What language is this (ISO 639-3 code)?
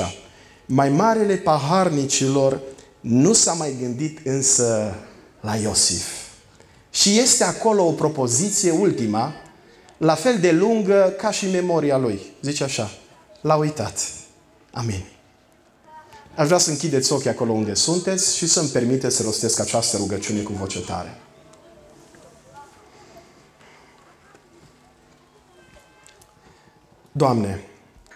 ron